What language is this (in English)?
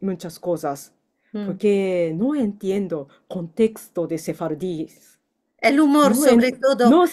Ladino